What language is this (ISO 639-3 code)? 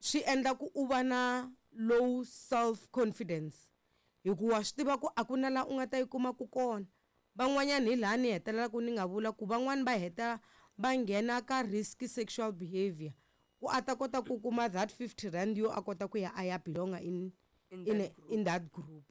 tso